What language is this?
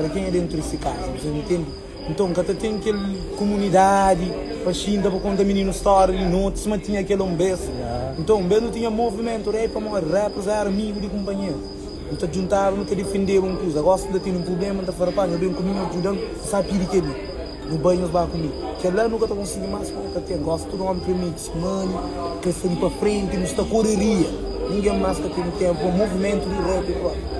Kabuverdianu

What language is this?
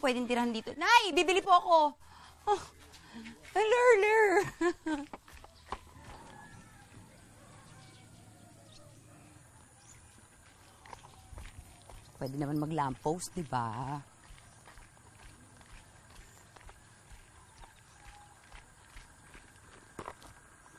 Filipino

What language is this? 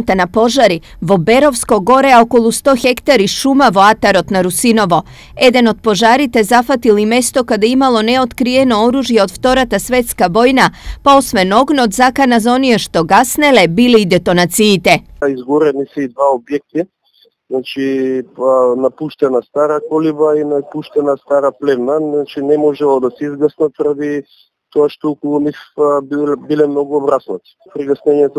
Macedonian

